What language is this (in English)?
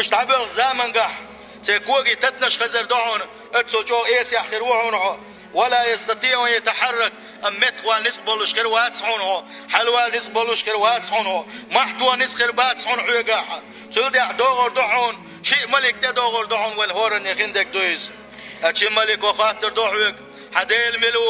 Chechen